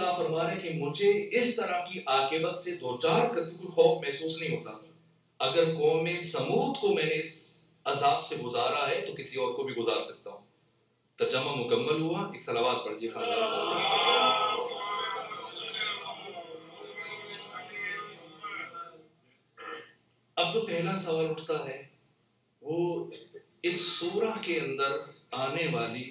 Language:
Urdu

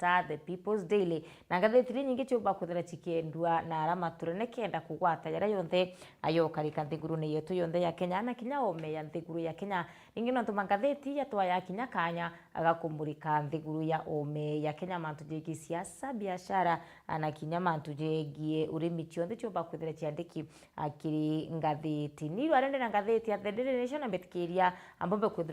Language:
Meru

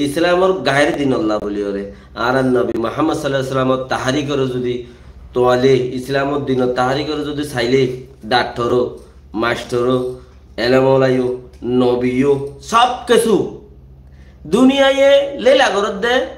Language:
Rohingya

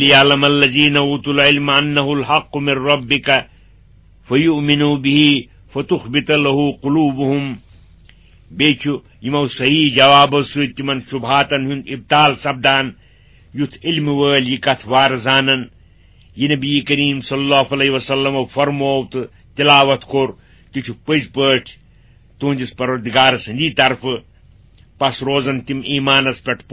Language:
Kashmiri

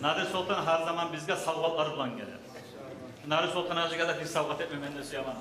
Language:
Kumyk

